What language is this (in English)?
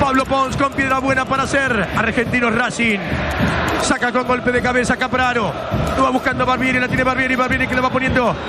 Spanish